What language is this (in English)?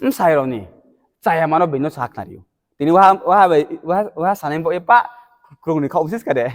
Riang (India)